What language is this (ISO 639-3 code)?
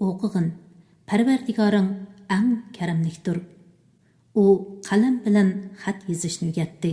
uig